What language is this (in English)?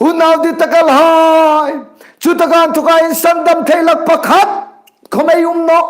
Hmar